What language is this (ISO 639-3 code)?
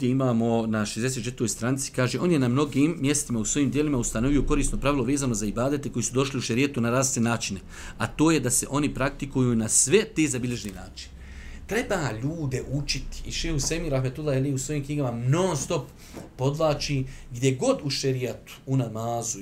bos